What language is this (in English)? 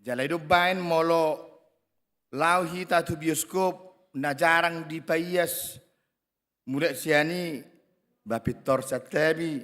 Batak Toba